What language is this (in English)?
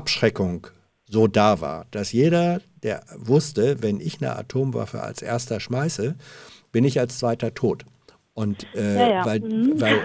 German